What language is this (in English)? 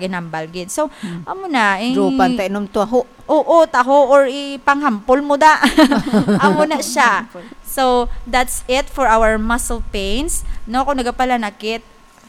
Hiligaynon